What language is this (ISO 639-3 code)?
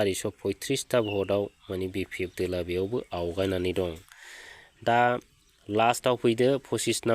brx